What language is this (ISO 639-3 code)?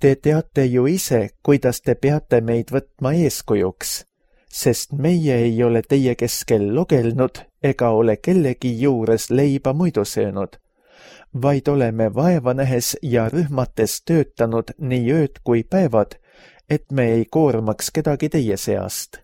est